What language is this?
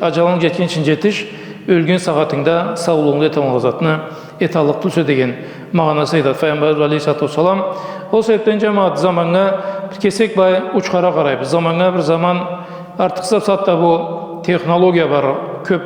Karachay-Balkar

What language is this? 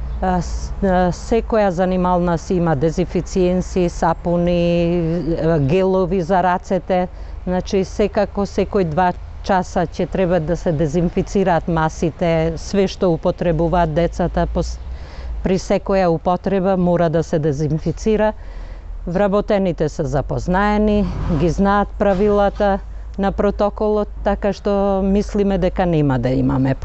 Macedonian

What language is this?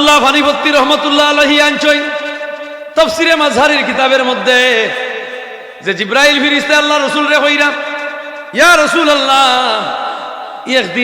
Sylheti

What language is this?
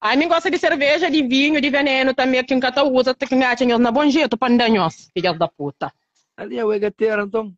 Kabuverdianu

